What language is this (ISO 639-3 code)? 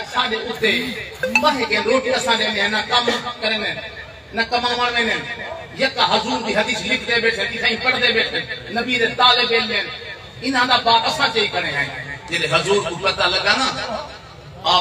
skr